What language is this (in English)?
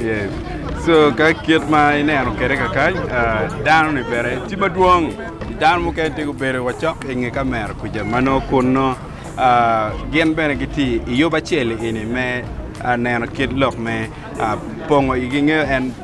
Acoli